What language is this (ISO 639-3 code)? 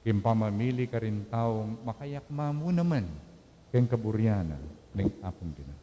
pam